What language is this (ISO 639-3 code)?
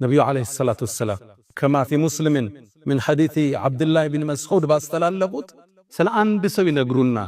amh